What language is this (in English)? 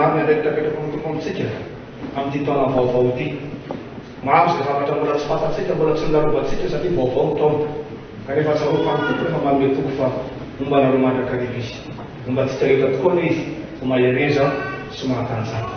Malagasy